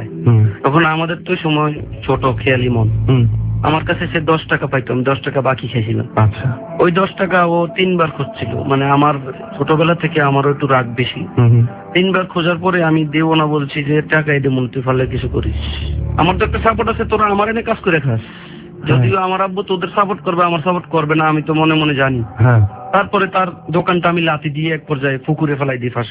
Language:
Bangla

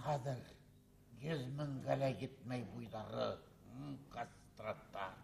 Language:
Bashkir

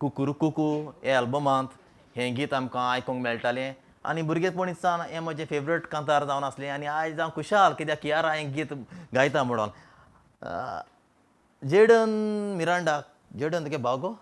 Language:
Konkani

